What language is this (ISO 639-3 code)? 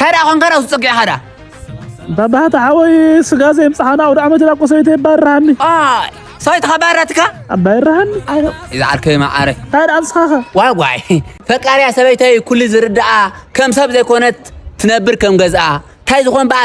tir